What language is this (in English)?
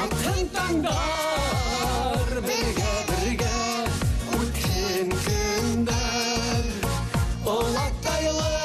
Bashkir